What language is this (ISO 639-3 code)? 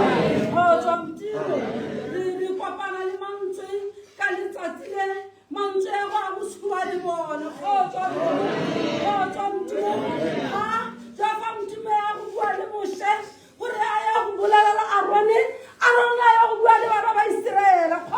tsn